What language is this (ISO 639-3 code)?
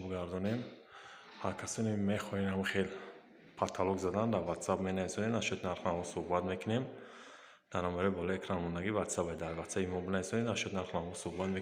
tgk